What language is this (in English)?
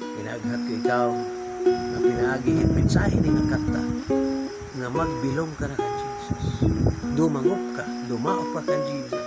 Waray